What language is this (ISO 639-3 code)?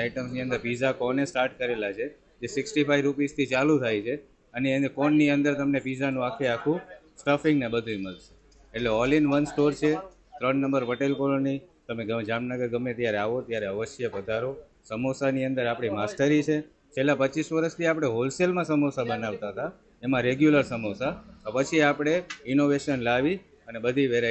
guj